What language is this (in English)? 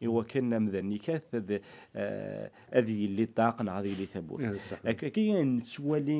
Kabyle